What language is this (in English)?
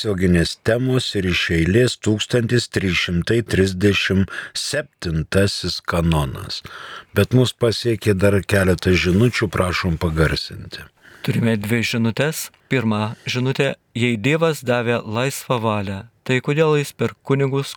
Lithuanian